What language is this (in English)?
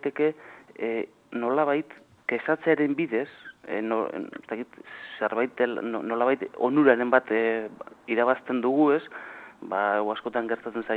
Basque